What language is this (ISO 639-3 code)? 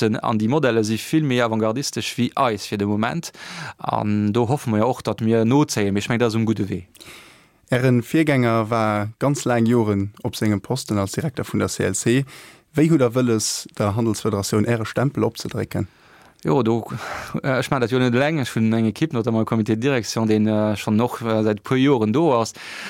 ltz